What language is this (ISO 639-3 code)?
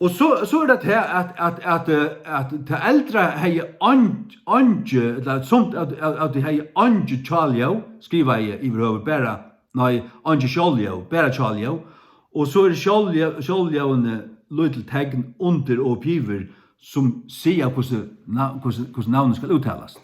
fao